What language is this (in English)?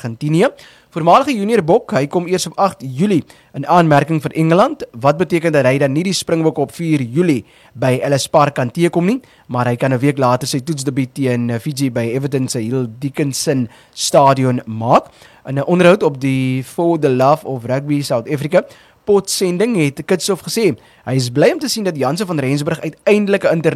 Afrikaans